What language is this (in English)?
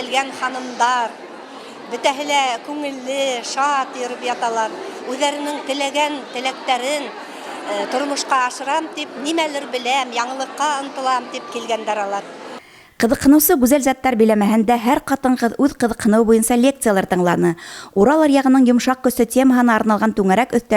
Bashkir